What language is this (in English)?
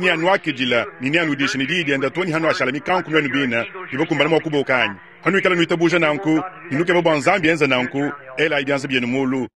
Luba-Lulua